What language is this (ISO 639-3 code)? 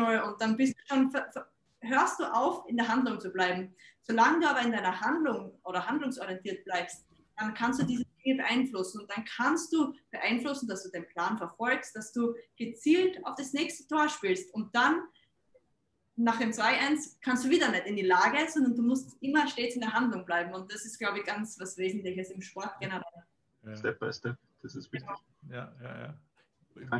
deu